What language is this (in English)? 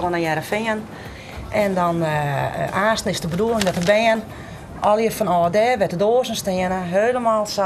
Western Frisian